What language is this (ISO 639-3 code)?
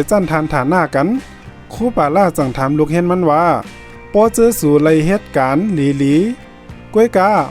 shn